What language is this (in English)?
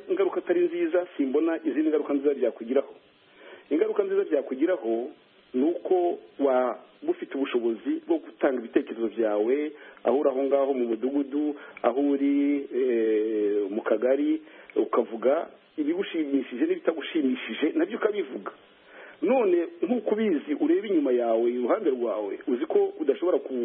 Kinyarwanda